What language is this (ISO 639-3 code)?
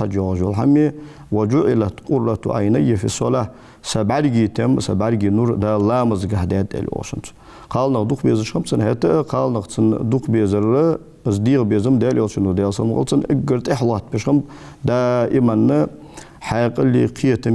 inh